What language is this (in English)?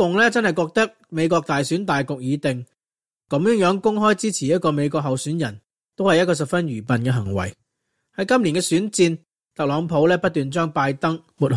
Cantonese